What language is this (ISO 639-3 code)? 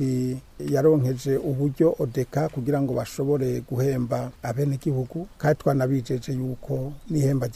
run